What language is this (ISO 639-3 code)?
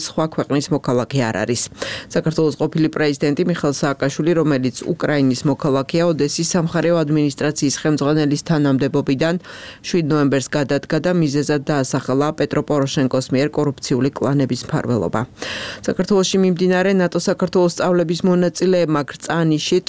kat